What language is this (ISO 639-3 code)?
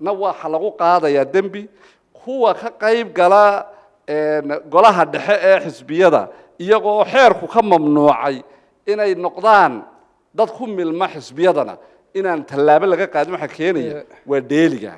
som